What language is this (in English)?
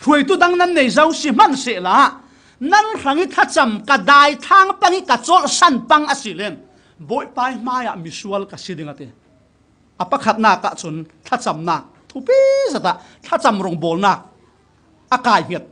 Falam Chin